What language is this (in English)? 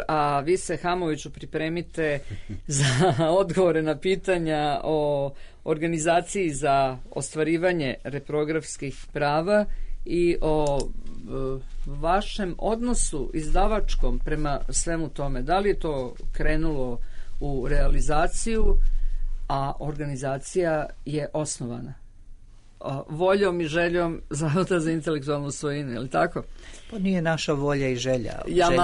Serbian